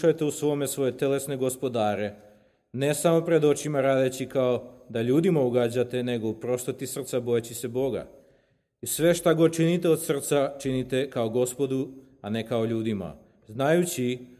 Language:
Serbian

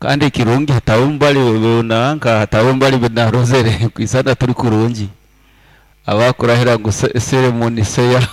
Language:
Nyoro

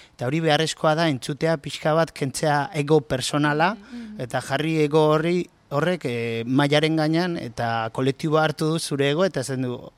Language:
Basque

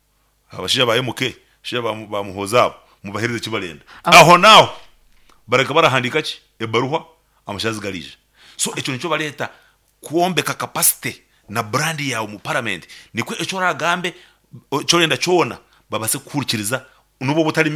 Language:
Nyankole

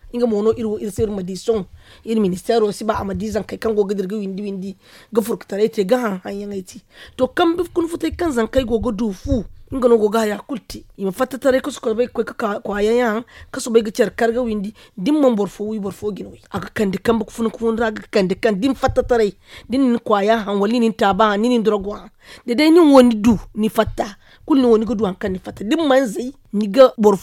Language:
Zarma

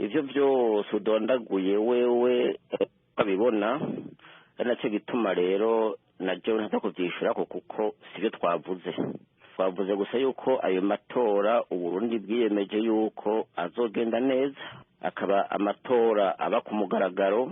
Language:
Rundi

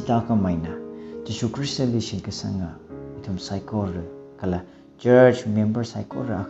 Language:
Tangkhul Naga (India)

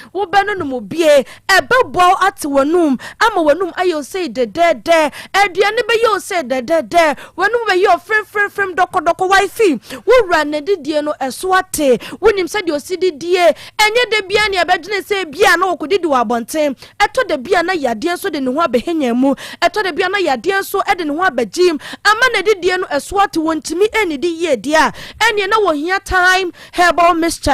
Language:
Akan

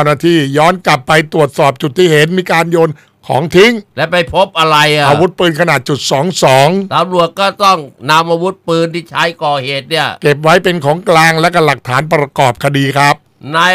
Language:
Thai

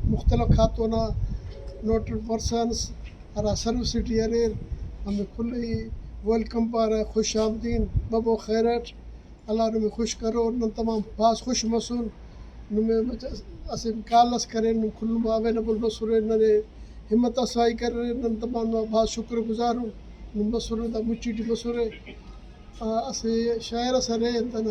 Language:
Brahui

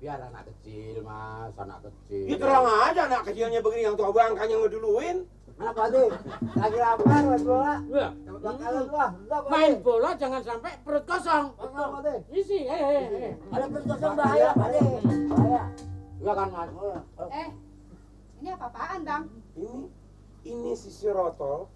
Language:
Betawi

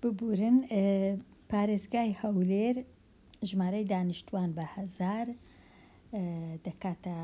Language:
Central Kurdish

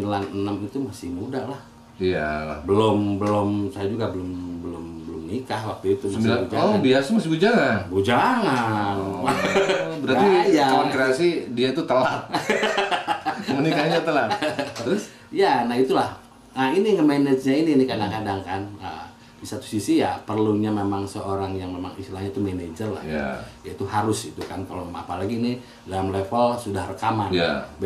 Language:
Indonesian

